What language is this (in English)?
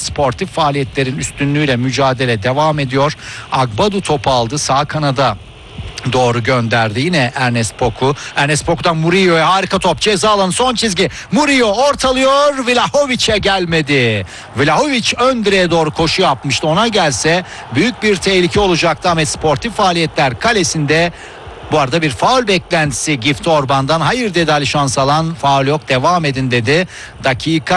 Turkish